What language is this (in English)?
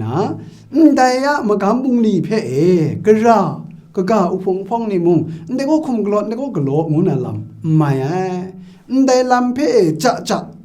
Kachin